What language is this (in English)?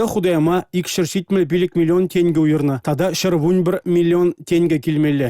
Chuvash